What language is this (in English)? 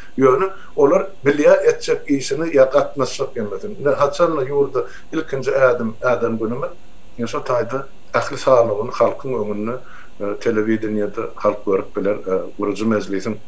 Turkmen